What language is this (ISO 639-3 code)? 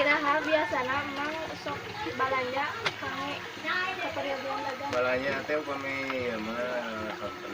sun